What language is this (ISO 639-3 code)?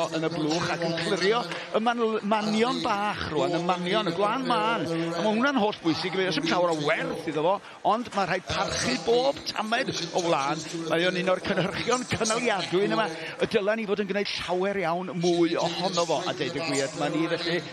cym